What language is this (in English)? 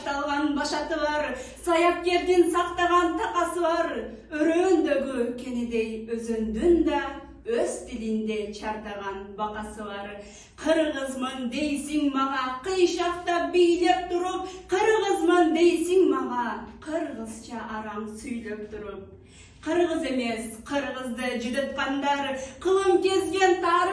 Kyrgyz